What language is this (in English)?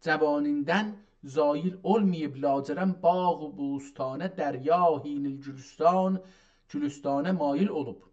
South Azerbaijani